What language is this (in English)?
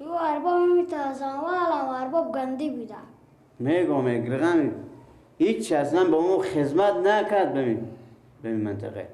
Persian